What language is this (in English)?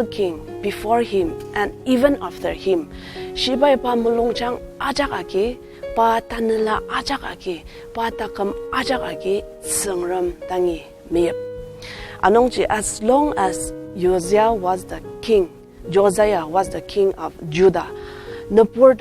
Ao Naga